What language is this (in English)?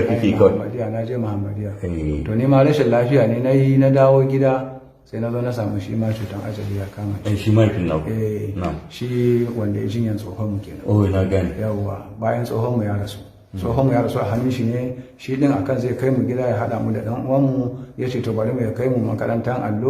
Hausa